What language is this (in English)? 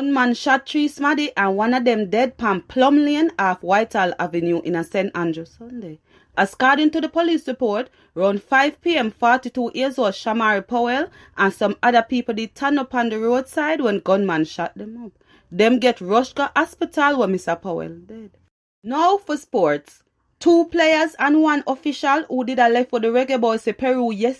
Jamaican Creole English